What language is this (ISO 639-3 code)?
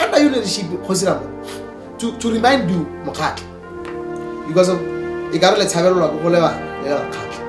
tsn